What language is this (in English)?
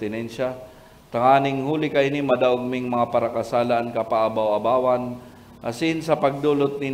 Bikol